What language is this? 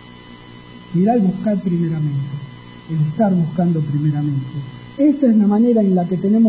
Spanish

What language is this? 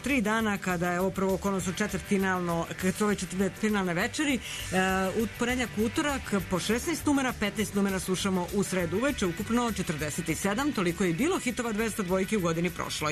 Serbian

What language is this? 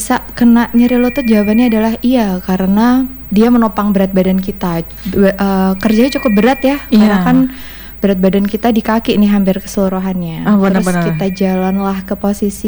Indonesian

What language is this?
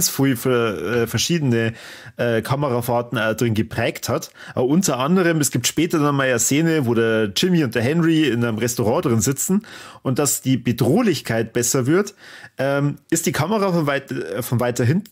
Bavarian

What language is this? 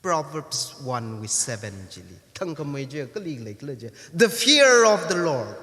Tangkhul Naga (India)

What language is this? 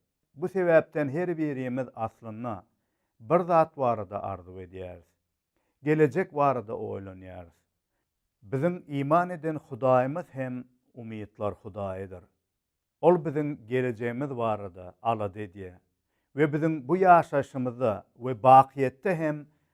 Turkmen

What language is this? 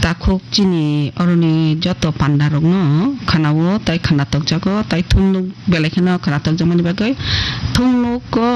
Kok Borok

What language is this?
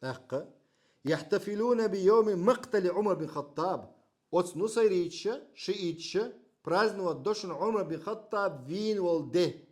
Chechen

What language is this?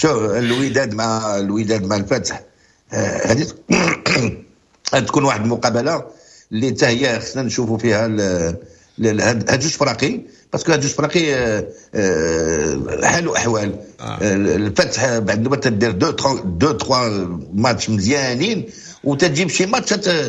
Moroccan Arabic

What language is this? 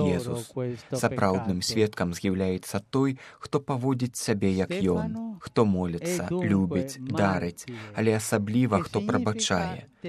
Belarusian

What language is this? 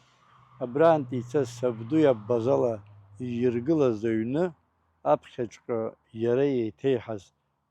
Abkhazian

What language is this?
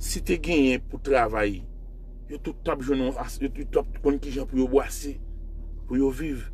Haitian Creole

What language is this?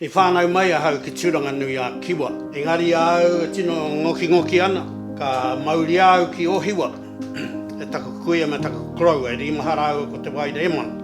Māori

